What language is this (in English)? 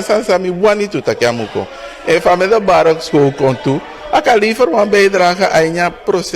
Sranan Tongo